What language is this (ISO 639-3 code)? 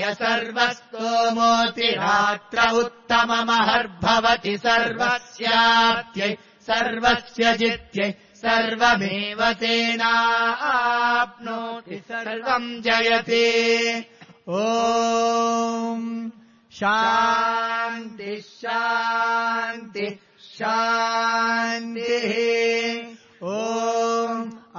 san